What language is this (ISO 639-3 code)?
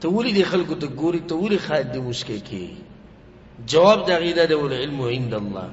pus